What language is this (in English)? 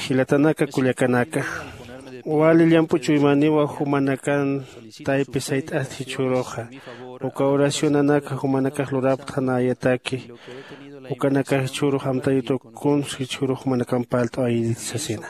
Aymara